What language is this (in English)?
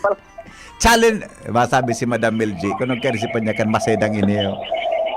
Bikol